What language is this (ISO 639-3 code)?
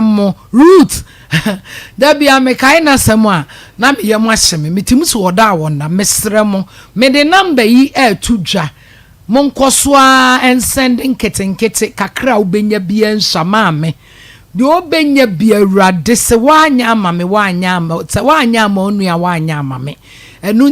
aka